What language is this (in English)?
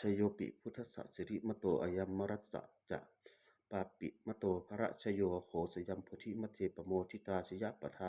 Pali